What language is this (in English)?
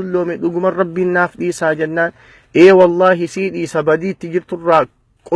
Oromo